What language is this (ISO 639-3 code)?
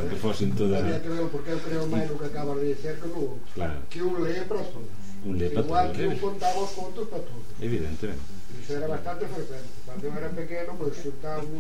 glg